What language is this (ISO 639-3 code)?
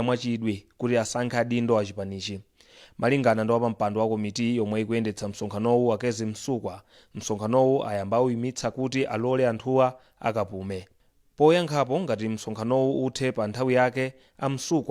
nya